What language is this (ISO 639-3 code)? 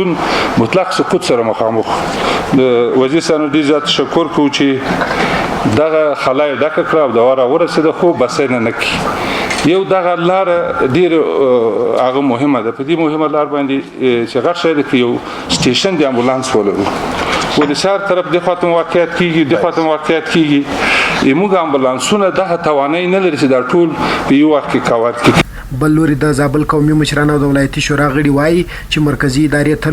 pus